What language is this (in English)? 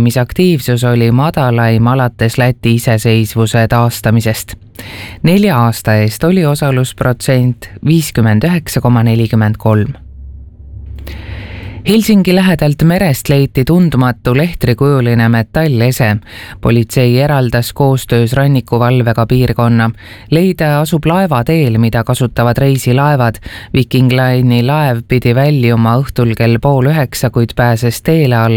Estonian